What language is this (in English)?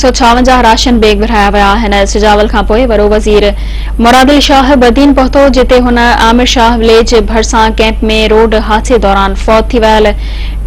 Sindhi